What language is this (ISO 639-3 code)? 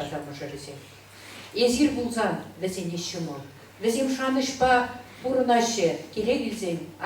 chv